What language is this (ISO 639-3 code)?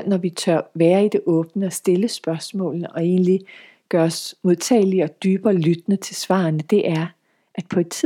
dan